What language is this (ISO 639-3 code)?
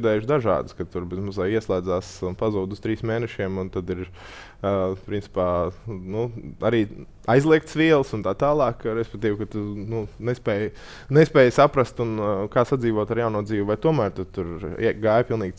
lav